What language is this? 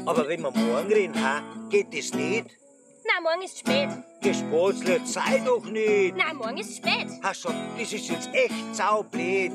Bavarian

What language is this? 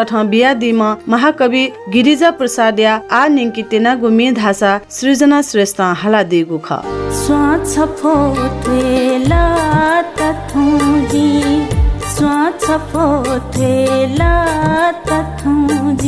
Newari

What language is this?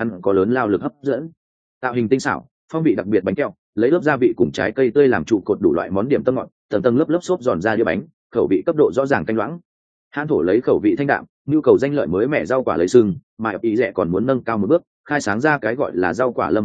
Vietnamese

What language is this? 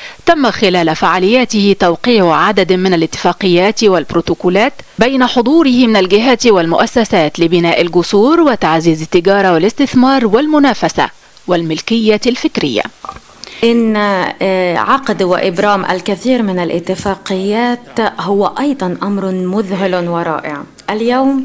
Arabic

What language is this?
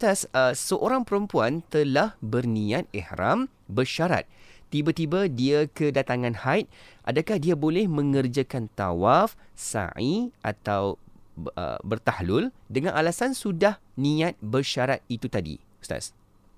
Malay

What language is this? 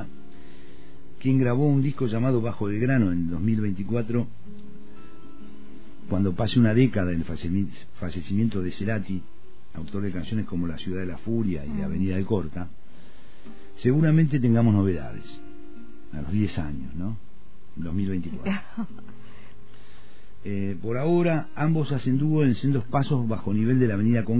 Spanish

